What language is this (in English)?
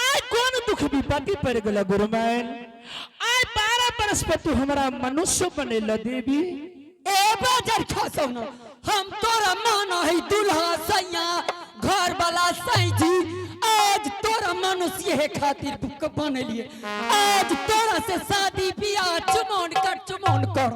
Angika